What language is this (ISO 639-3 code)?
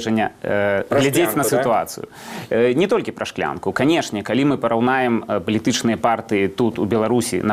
bel